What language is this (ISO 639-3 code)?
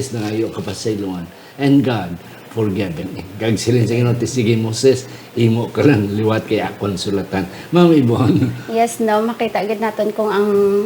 hil